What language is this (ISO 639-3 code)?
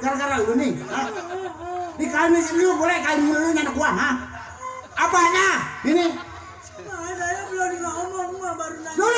bew